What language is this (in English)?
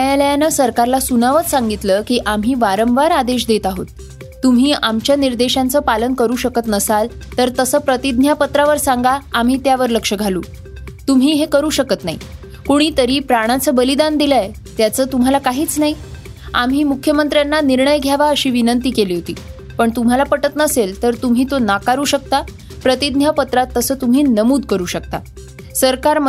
Marathi